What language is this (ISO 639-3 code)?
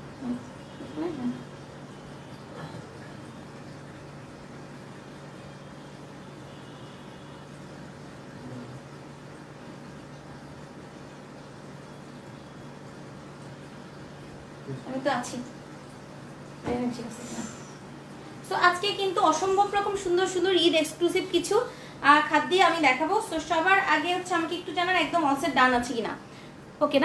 ben